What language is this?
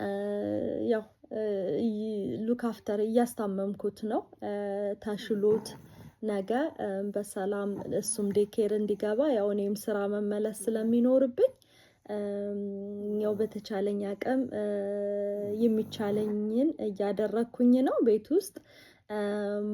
Amharic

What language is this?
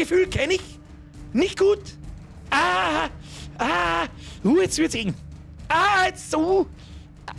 Bavarian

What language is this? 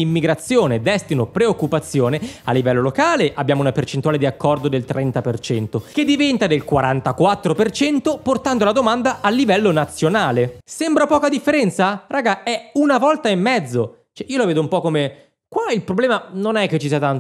Italian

